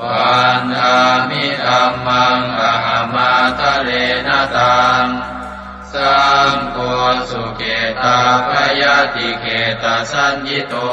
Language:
Pali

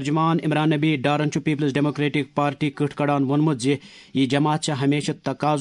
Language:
Kashmiri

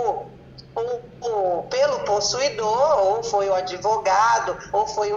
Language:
Portuguese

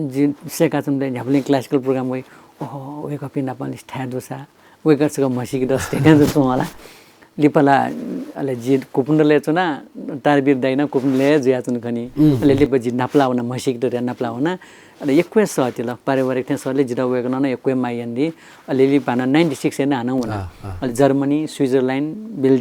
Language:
Newari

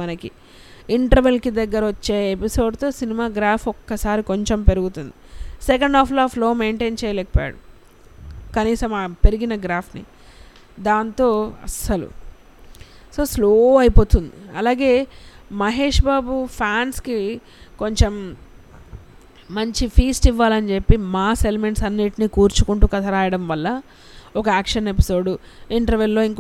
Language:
Telugu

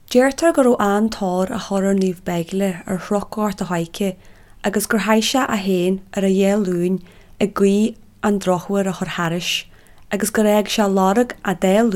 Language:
Irish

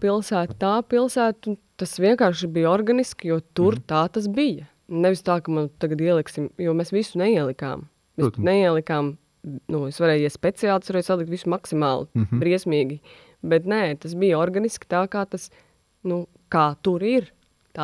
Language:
Latvian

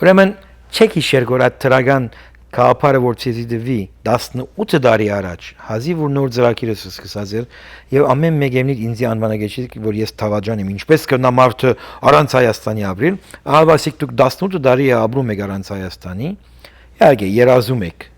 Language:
Western Armenian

